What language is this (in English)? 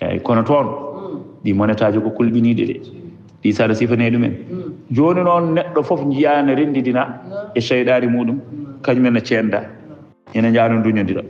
Fula